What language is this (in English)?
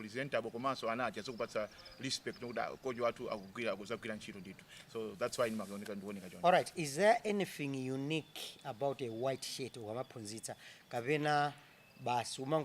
Nyanja